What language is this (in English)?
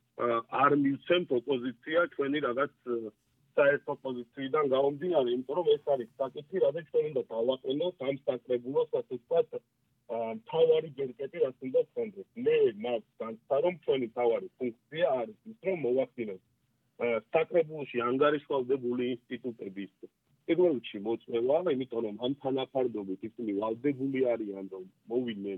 Georgian